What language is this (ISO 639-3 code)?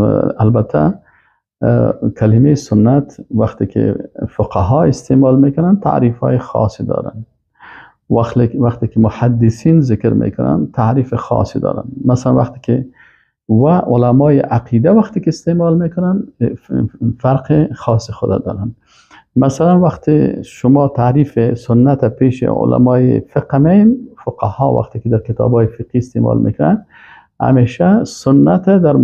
fas